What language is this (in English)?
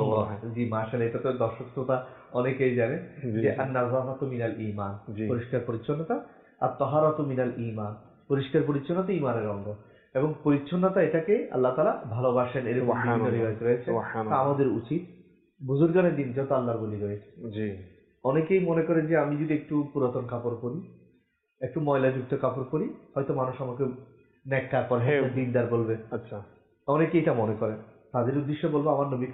Bangla